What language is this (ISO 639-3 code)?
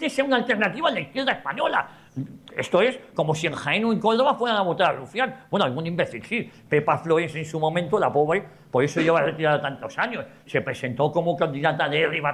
spa